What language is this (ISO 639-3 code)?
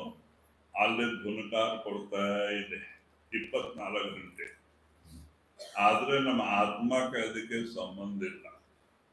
kan